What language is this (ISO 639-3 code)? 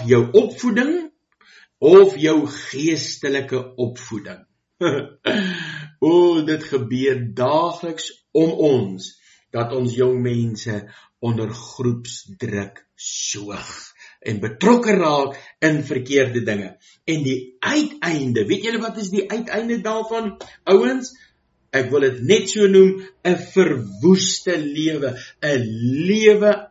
afr